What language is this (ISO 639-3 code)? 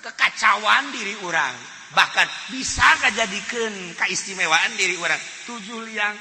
sun